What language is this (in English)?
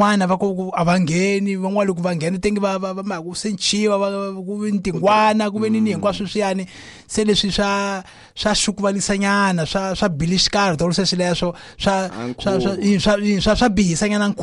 Tsonga